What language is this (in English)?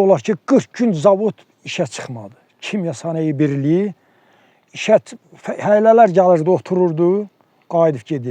Azerbaijani